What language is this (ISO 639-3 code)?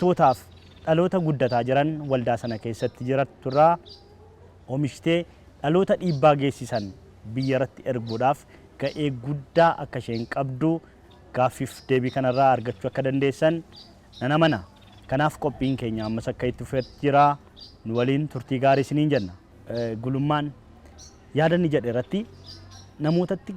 orm